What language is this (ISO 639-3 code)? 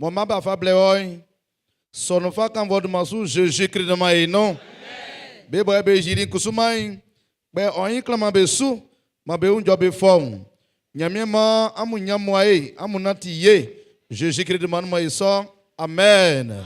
bci